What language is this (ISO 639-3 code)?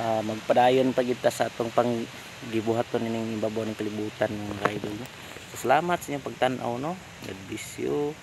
ceb